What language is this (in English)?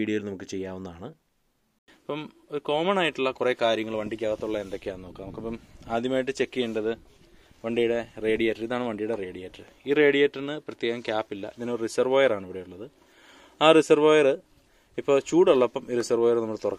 Malayalam